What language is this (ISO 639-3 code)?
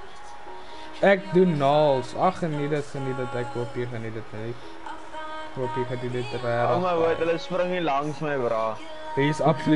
afr